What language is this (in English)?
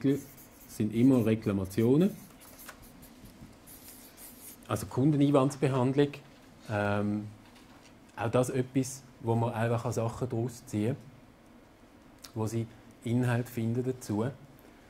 German